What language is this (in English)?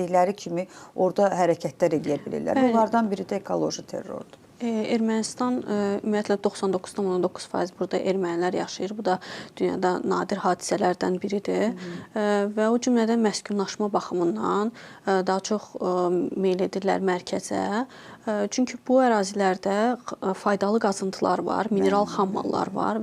Azerbaijani